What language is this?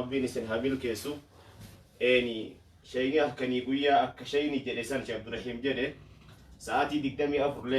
Oromo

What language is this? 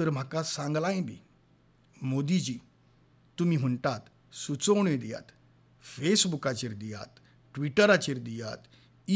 Konkani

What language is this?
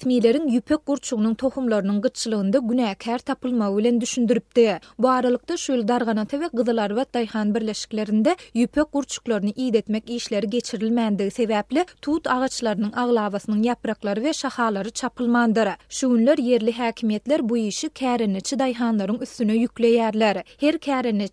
Turkmen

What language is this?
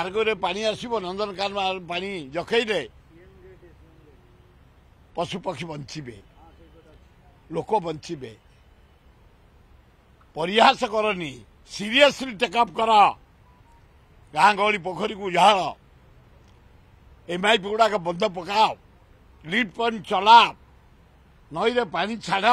Odia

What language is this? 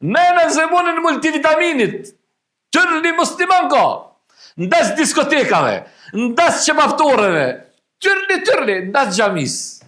Albanian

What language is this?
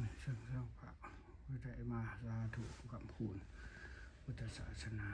Lao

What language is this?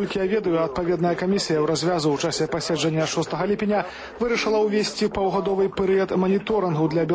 Belarusian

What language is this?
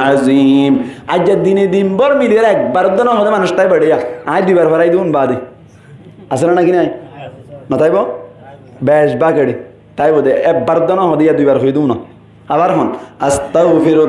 Rohingya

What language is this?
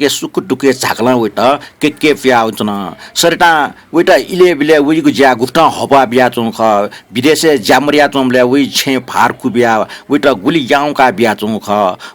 Newari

